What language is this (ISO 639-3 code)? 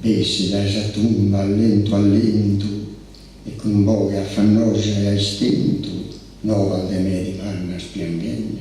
srd